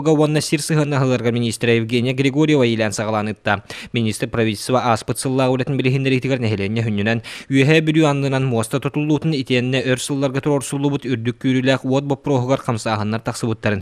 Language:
Yakut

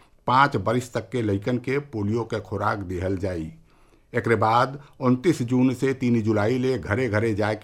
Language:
Bhojpuri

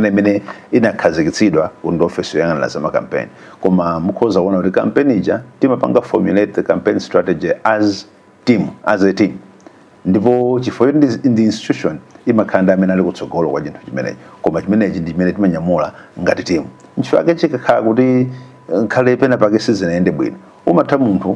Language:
Nyanja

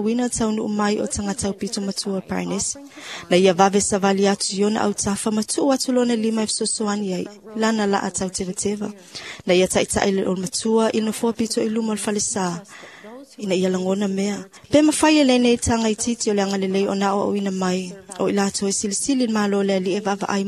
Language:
Samoan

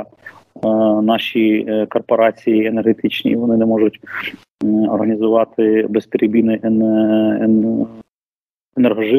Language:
Ukrainian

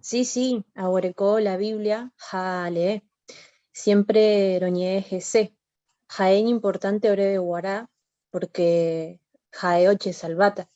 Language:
Guarani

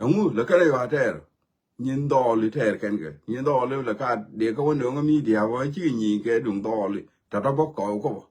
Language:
Nuer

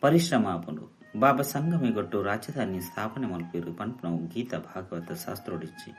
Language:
Tulu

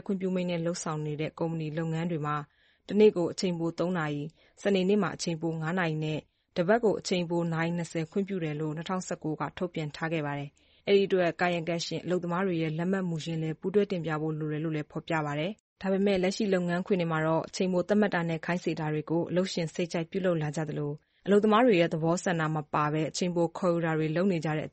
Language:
Burmese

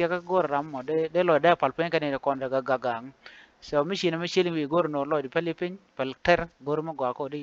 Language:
Nuer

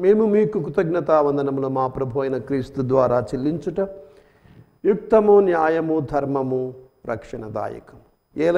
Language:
Telugu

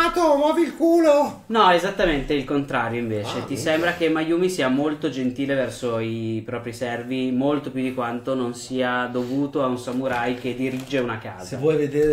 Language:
Italian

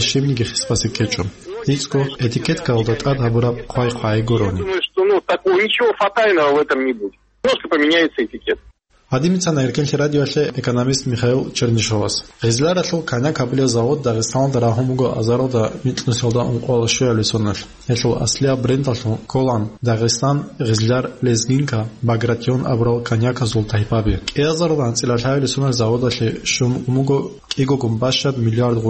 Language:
Avaric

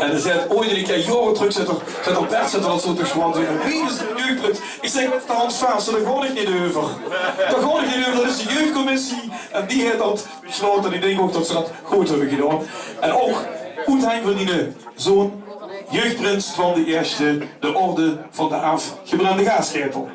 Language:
Limburgish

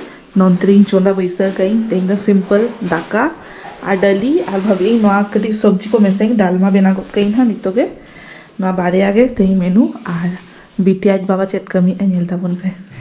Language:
Santali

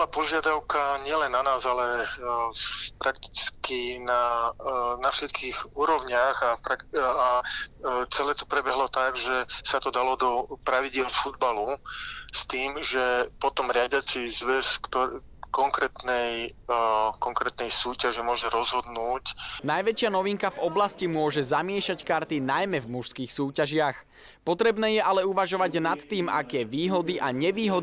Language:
Slovak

